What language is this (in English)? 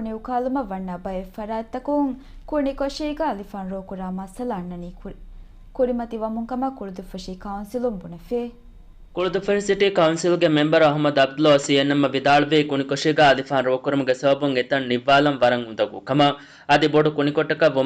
Divehi